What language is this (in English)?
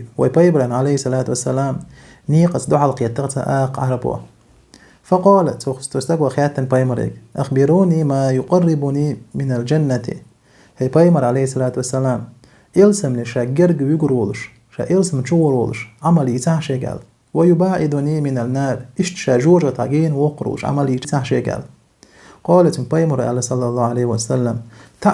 Chechen